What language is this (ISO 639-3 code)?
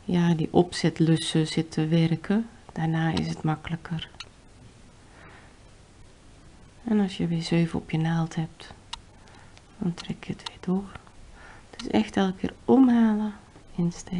nld